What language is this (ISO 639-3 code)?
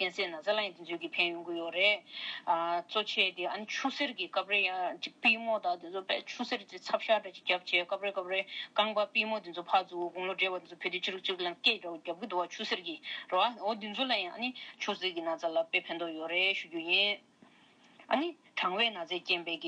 bod